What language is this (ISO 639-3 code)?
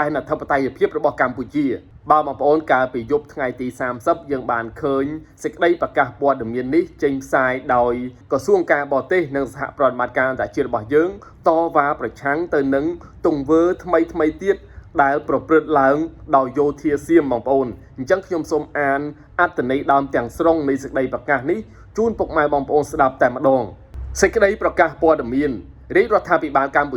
khm